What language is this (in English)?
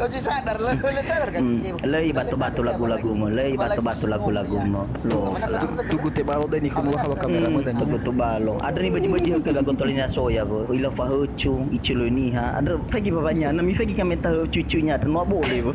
Nias